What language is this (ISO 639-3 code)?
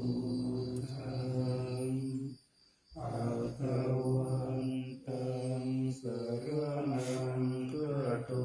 pli